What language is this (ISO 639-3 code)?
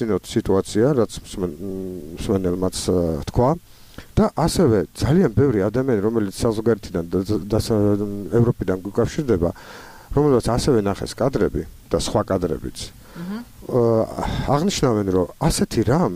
kat